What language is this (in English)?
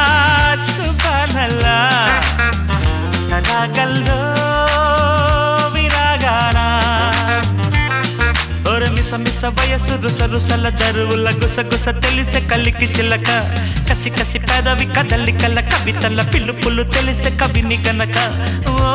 Telugu